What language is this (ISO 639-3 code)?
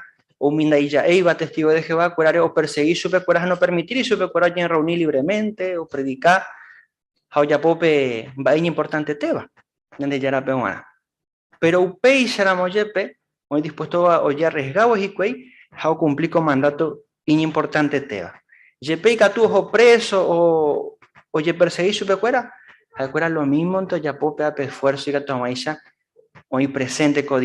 grn